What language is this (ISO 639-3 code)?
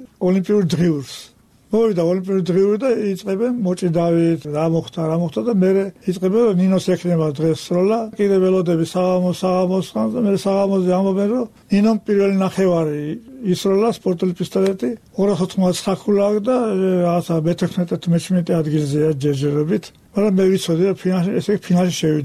kat